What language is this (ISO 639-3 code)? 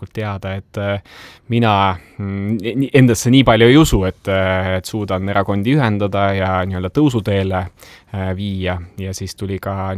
est